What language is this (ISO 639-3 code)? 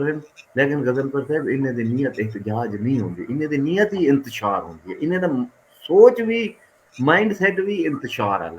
skr